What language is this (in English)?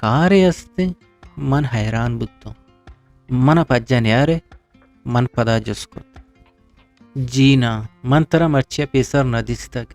Eastern Balochi